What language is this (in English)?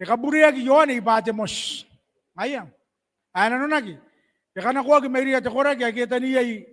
Gilbertese